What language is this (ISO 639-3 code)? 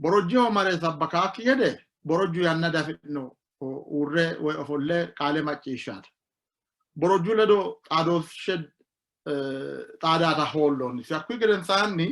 sid